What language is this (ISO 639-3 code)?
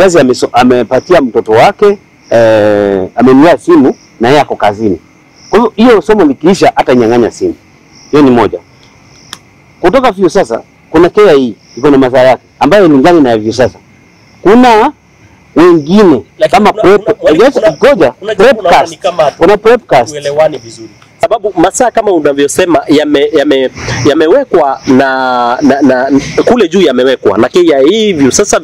swa